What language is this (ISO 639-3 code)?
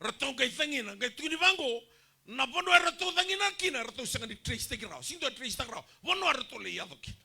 fij